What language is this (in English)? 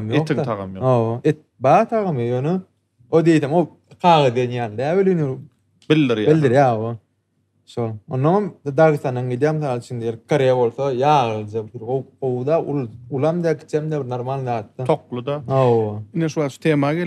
Turkmen